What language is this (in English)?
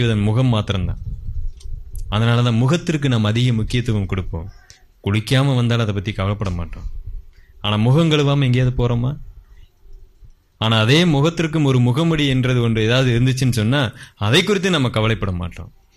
Tamil